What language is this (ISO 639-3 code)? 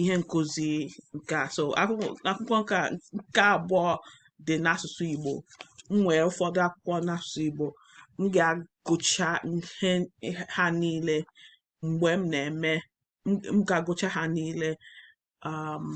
ibo